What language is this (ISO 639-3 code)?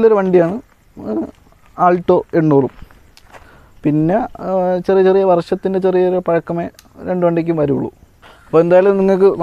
mal